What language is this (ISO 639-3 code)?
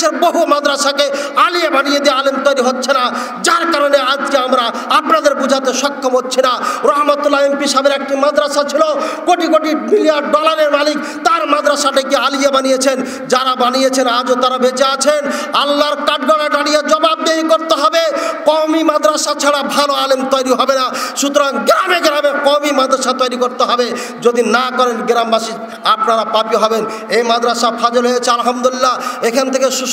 ben